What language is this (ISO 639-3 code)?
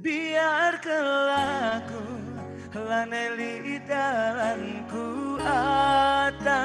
btx